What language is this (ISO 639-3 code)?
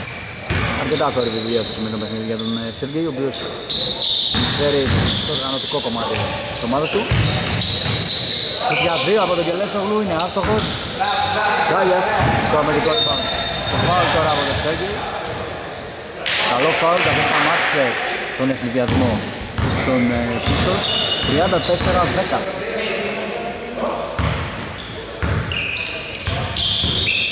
ell